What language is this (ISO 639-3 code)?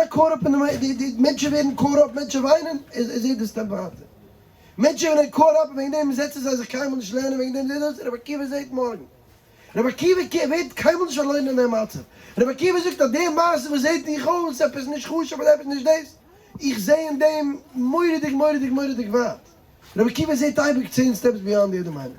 yid